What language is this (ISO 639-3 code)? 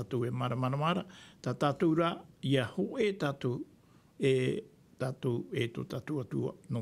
tah